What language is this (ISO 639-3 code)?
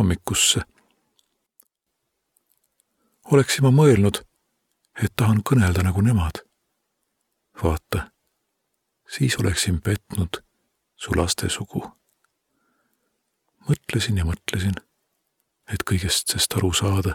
est